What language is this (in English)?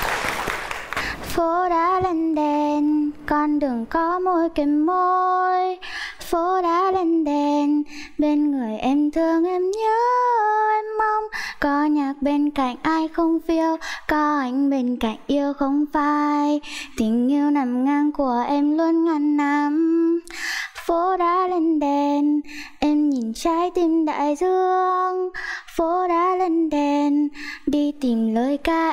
Vietnamese